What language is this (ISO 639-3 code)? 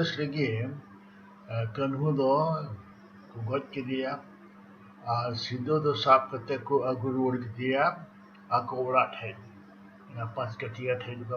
sat